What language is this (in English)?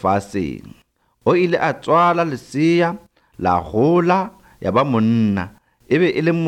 Northern Sotho